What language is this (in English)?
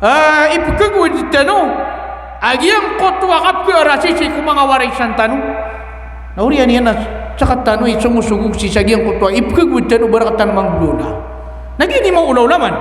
Maranao